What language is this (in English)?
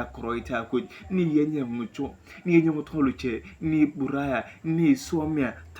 Turkana